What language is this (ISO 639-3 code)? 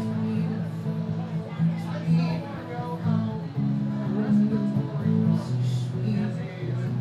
eng